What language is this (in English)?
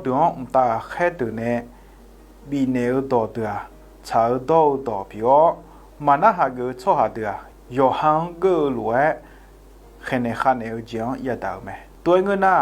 Akha